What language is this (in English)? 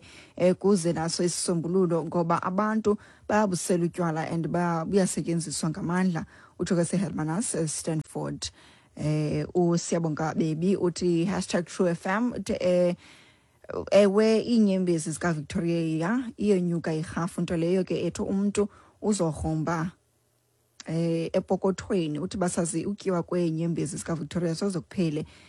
Xhosa